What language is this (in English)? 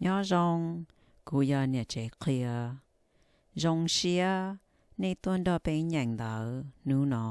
Hmong